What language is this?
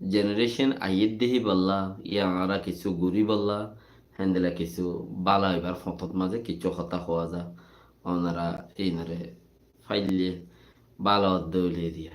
Rohingya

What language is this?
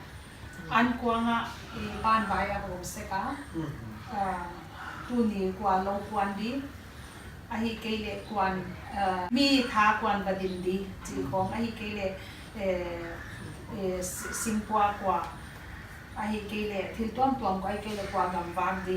Paite Chin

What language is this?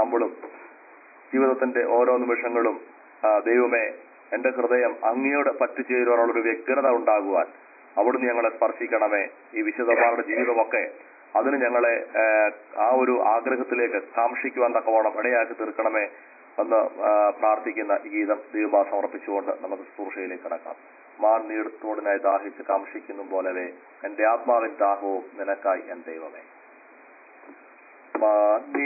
Malayalam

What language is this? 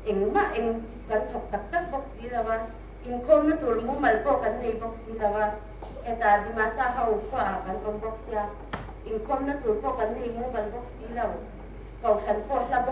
Hmar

